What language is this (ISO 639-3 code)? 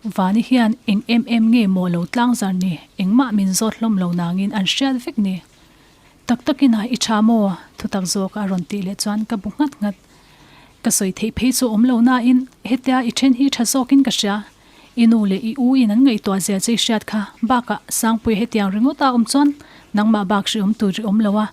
lus